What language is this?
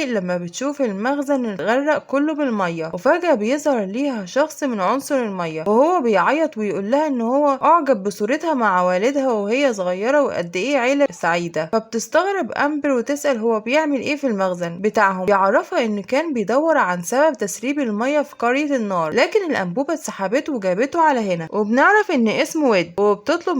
Egyptian Arabic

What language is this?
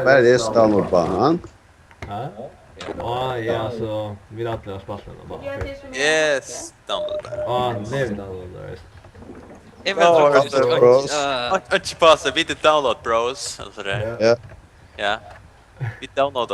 Faroese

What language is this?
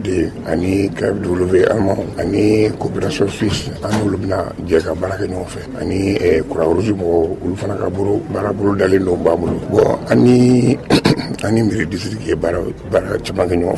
Bambara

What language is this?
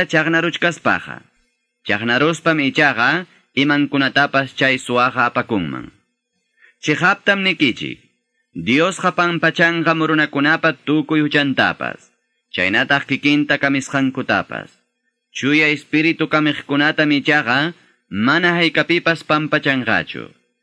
Quechua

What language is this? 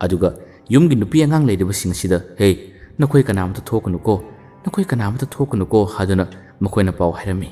Manipuri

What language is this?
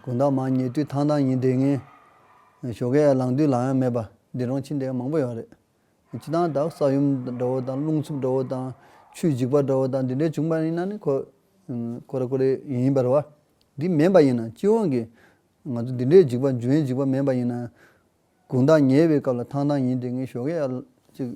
Tibetan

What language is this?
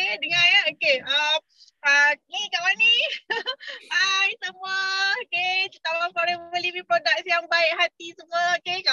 Malay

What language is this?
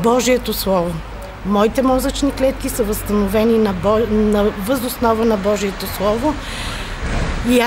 Bulgarian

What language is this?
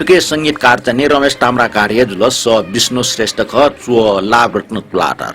Newari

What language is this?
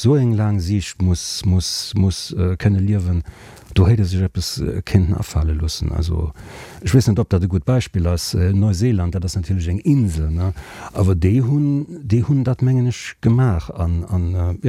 Luxembourgish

